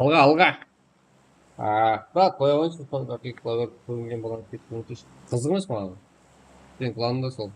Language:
Kara-Kalpak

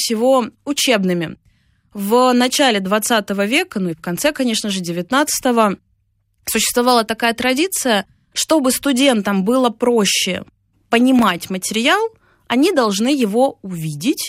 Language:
Russian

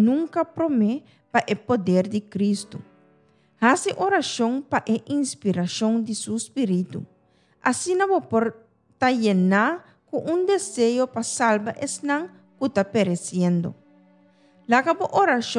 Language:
Papiamento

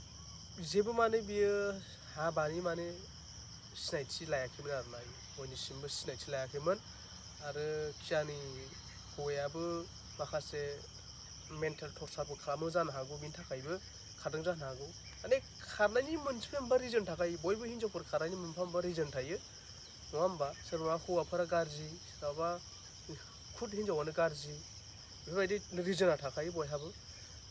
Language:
Bodo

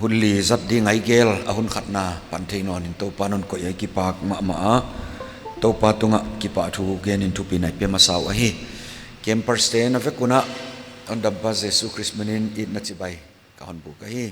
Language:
Paite Chin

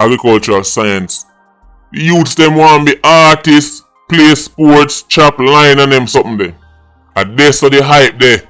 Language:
Jamaican Creole English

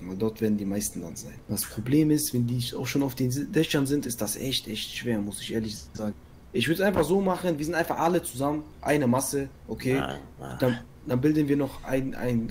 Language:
German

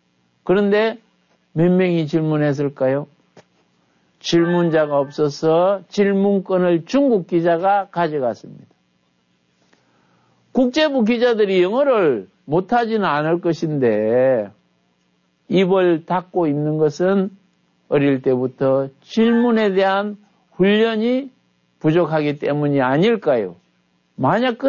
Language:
Korean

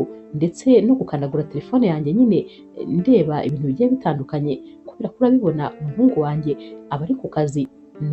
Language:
Kinyarwanda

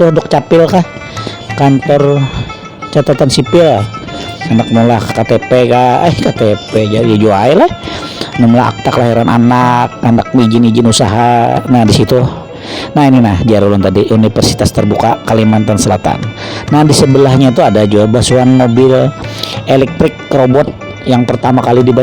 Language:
Banjar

